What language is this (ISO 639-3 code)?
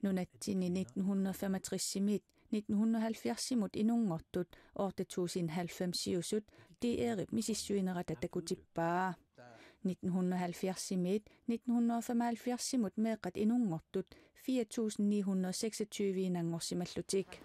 kal